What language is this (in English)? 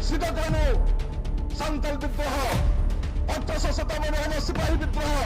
Santali